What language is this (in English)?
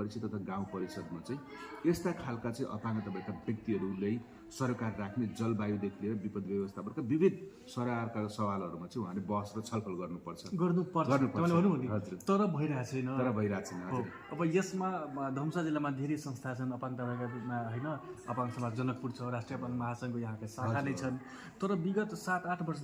Nepali